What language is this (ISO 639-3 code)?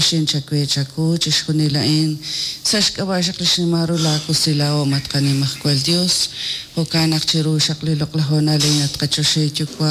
kek